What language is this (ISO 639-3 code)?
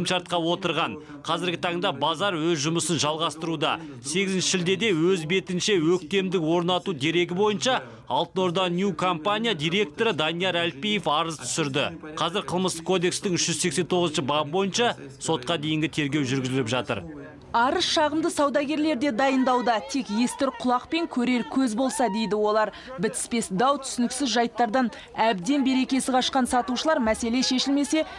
kaz